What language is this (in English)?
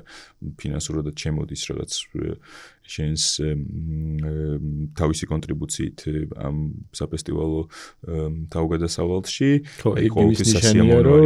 Georgian